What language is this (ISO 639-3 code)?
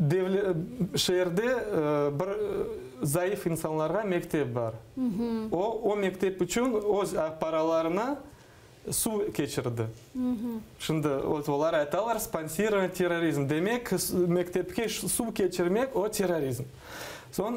crh